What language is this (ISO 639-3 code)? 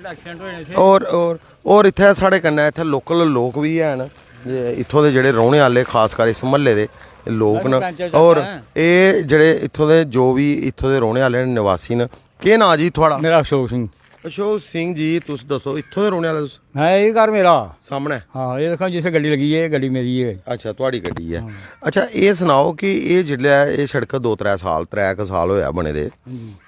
doi